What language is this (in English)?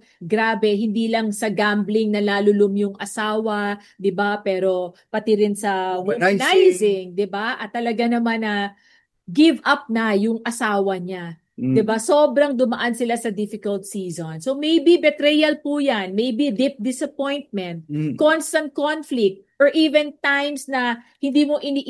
Filipino